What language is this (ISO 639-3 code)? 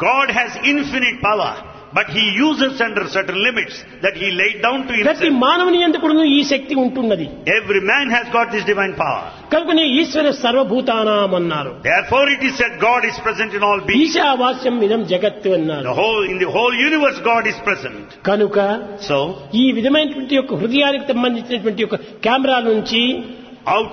tel